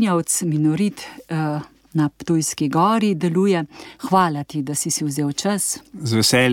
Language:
Slovenian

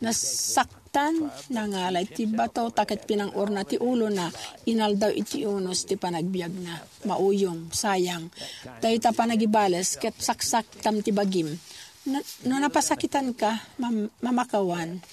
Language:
Iloko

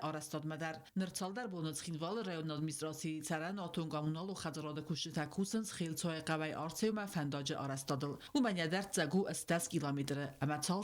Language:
Ossetic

